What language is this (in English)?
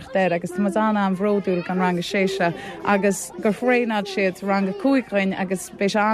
Irish